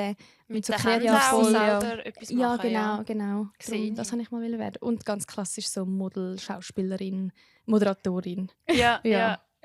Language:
Swiss German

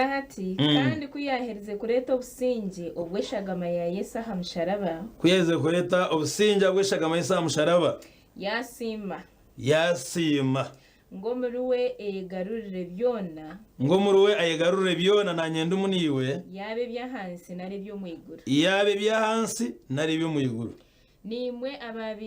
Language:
Nyankole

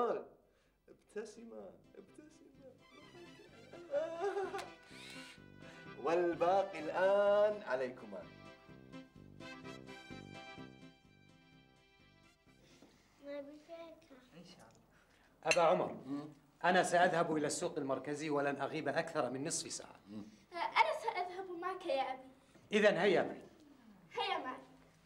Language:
Arabic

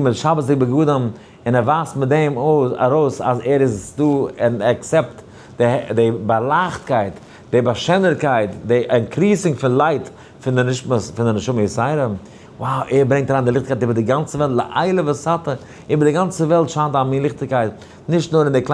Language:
Yiddish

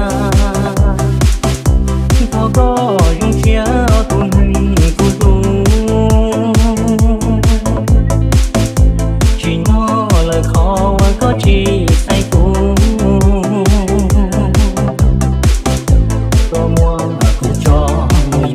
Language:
Vietnamese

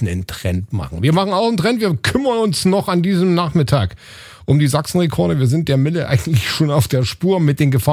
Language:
German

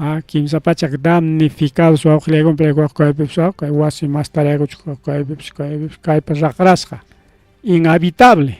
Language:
Ayacucho Quechua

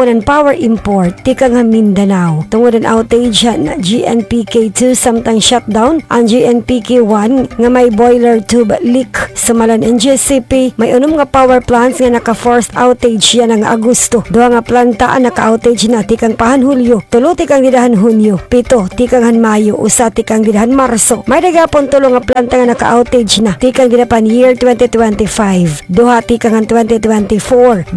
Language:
Waray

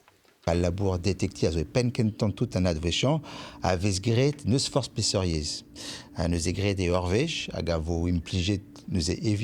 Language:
Breton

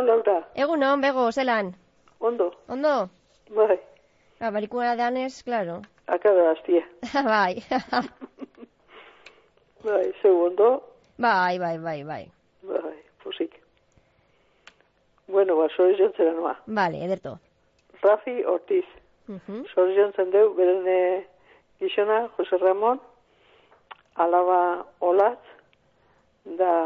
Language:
Basque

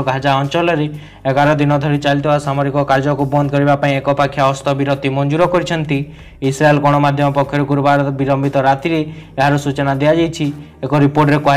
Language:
Odia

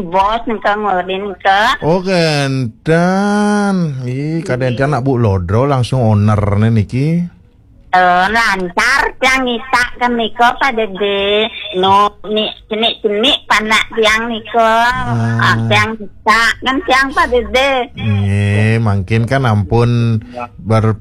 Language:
Balinese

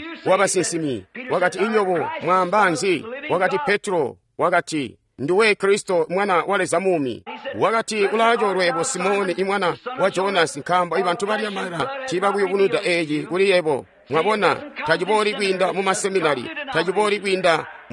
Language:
Tonga (Zambia)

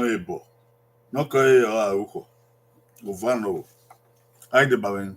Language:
Bini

